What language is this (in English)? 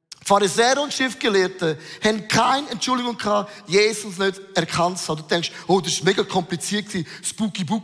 Swiss German